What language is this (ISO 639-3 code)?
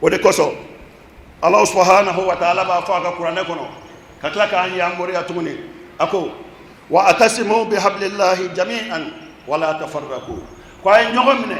bam